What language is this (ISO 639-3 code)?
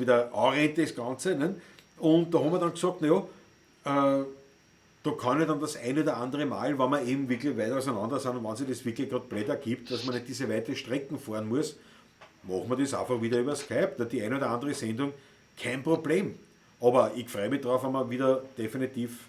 bar